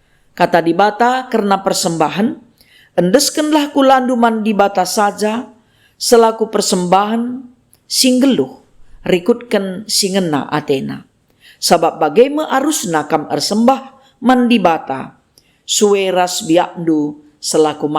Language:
Batak Karo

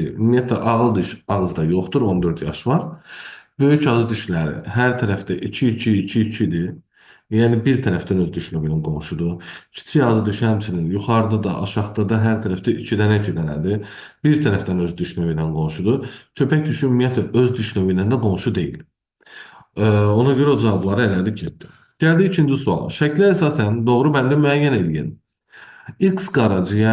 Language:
Azerbaijani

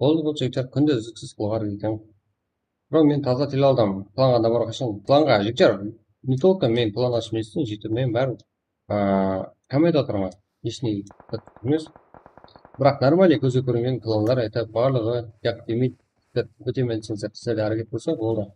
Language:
Kara-Kalpak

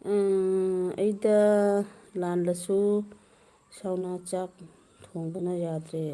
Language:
Manipuri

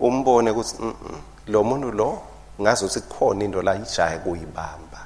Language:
Swati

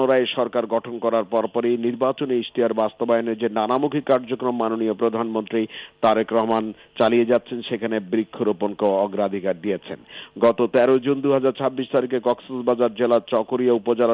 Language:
Bangla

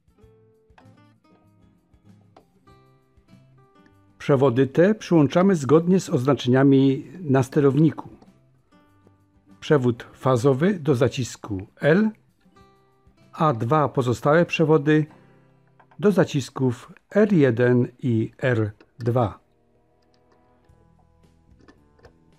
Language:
Polish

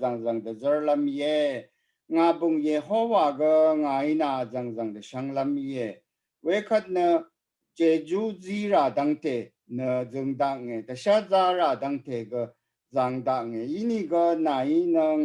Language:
Rawang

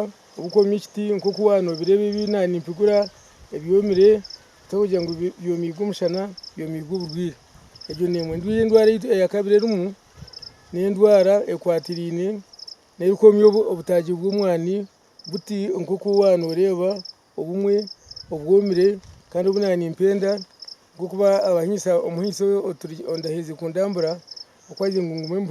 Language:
Nyankole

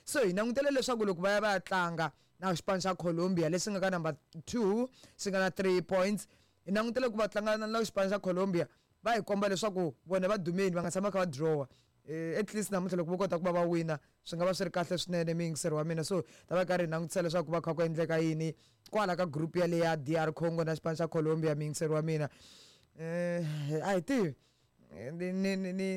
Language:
Tsonga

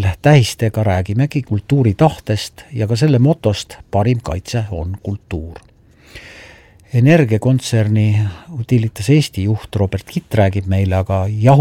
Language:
Estonian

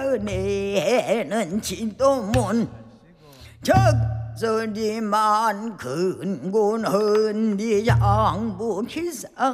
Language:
Korean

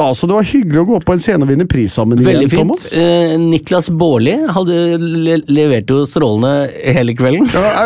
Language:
Norwegian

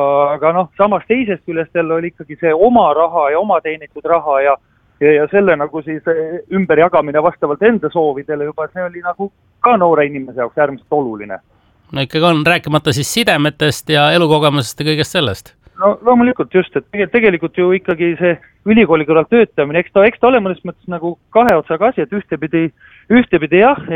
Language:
Estonian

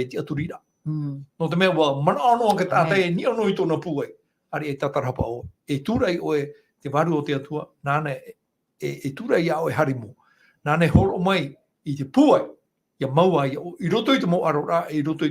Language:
Tahitian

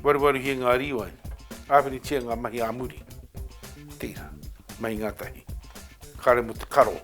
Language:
Māori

